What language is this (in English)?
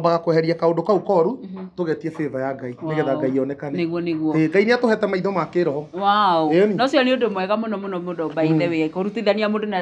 Kikuyu